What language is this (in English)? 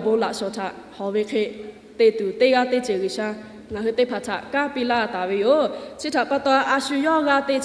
Lahu